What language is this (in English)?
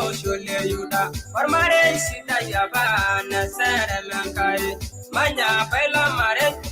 Masai